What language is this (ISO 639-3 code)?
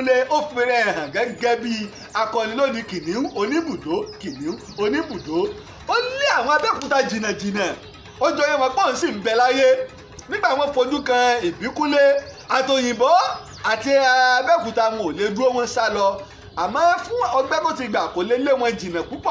yor